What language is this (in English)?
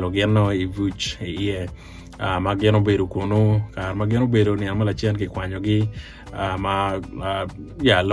Acoli